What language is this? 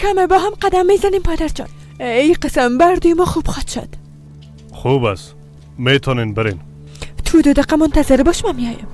Persian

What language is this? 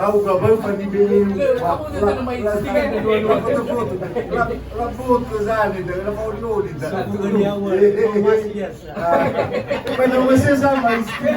Nias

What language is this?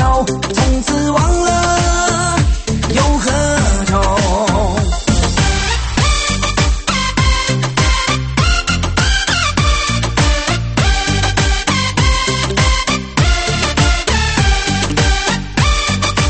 Chinese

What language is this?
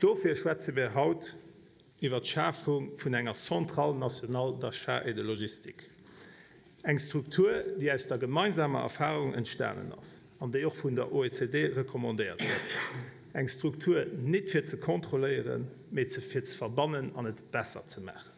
Luxembourgish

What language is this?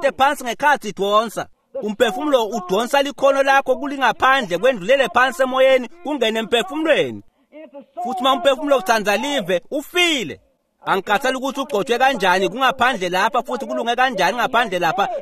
Swati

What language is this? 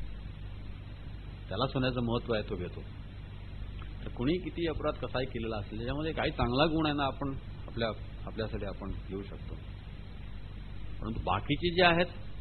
Marathi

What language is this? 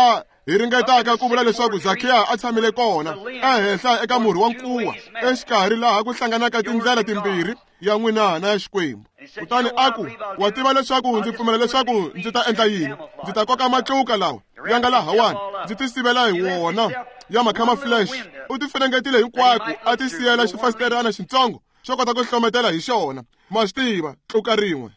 Tsonga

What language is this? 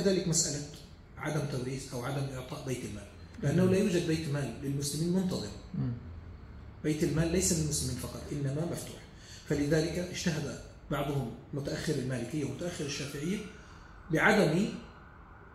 Arabic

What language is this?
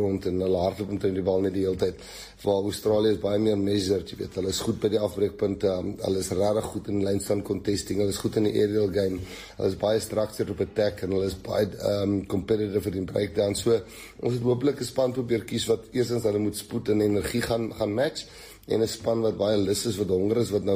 Afrikaans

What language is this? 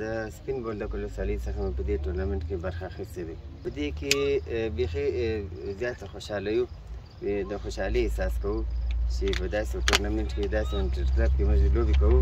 Pashto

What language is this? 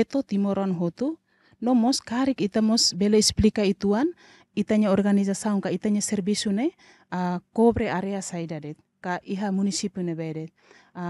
Tetum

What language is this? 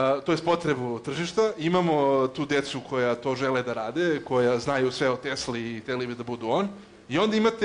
Serbian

